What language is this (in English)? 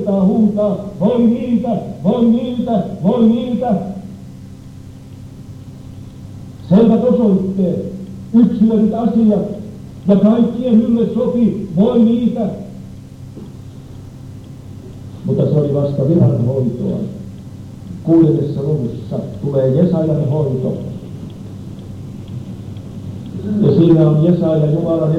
Finnish